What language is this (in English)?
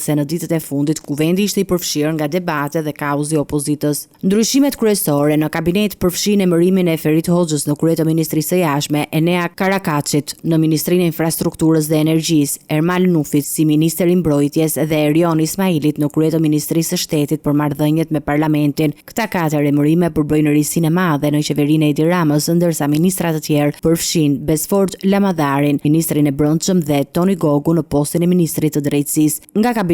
Albanian